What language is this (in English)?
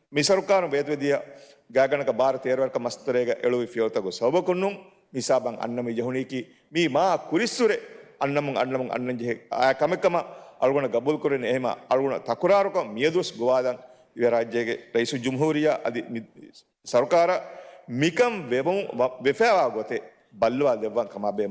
Divehi